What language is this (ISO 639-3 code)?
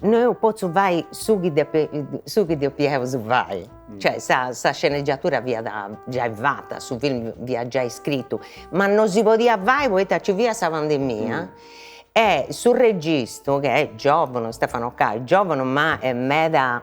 srd